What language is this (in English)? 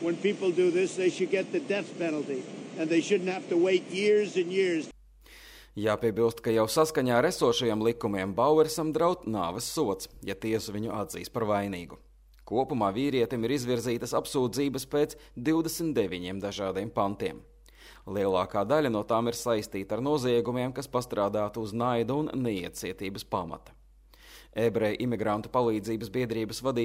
Latvian